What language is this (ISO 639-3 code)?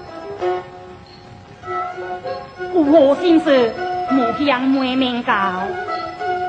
nan